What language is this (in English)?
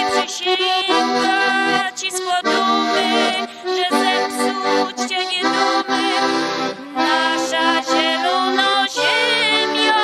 Silesian